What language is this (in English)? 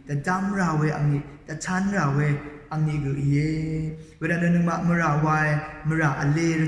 Rawang